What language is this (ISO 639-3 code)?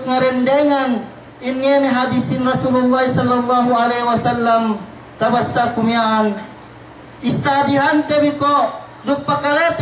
yka